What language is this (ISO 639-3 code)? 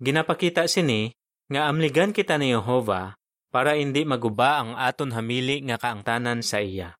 hil